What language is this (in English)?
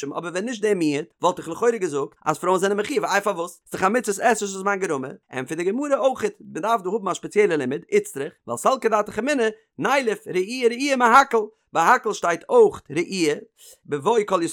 Yiddish